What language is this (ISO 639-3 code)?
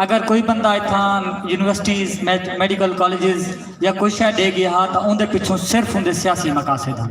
skr